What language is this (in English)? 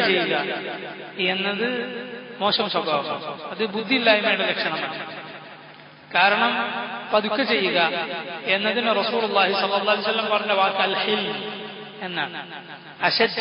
Malayalam